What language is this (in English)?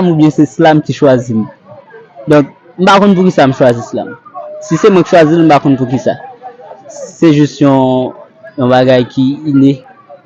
Haitian Creole